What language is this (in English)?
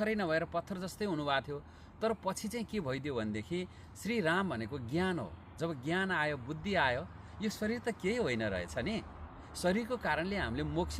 Nepali